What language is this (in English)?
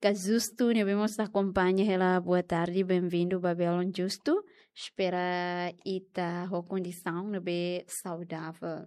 Tetum